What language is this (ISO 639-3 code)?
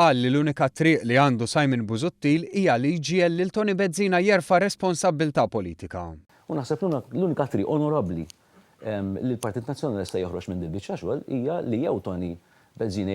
mlt